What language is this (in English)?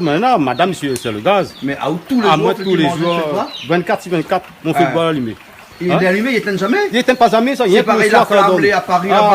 Réunion Creole French